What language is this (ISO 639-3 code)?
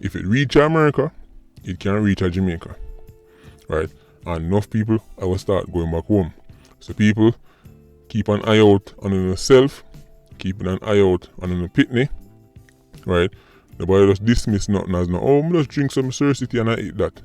jam